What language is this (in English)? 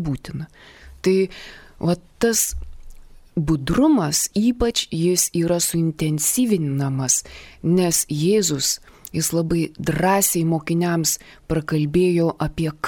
Lithuanian